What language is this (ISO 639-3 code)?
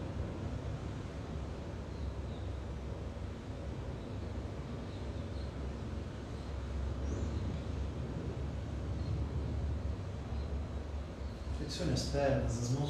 por